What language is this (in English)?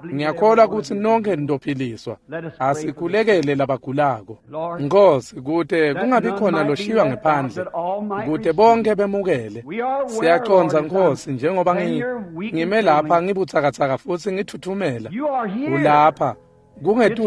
Swati